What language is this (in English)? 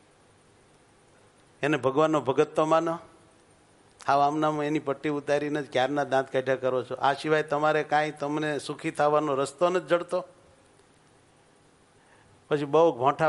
Gujarati